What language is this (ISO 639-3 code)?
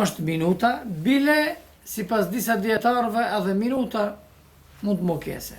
sqi